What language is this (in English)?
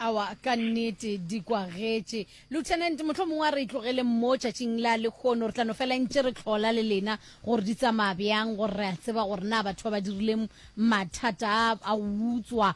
Northern Sotho